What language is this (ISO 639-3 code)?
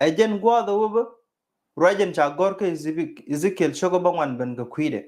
nus